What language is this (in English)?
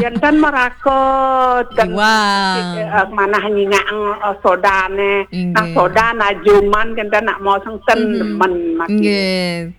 Balinese